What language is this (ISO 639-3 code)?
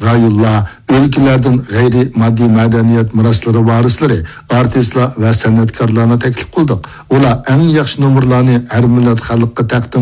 uig